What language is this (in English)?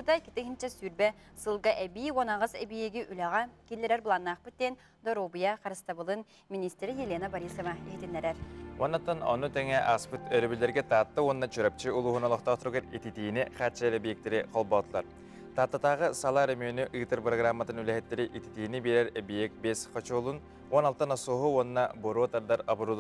Yakut